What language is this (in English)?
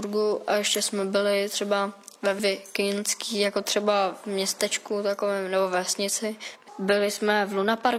Czech